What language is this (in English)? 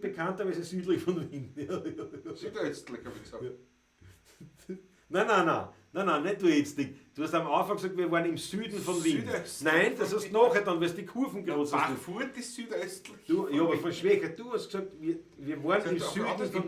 Bavarian